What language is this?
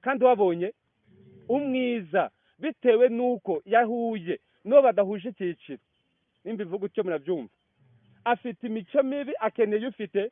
Kinyarwanda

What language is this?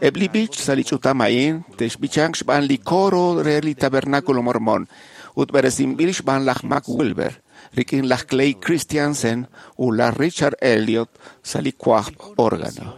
Kekchí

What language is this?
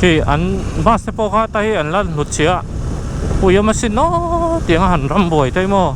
Mizo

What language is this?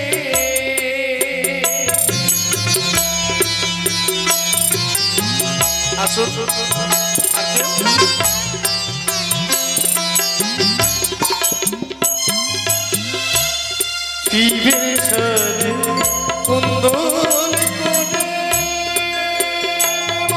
Bangla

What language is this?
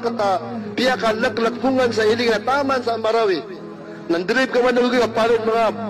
Maranao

